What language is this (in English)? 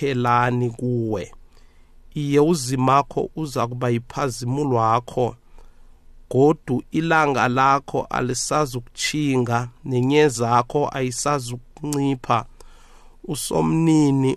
South Ndebele